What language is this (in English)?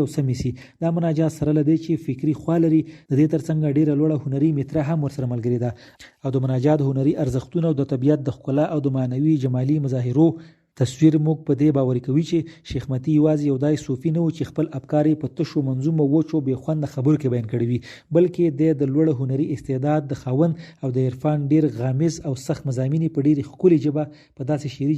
Pashto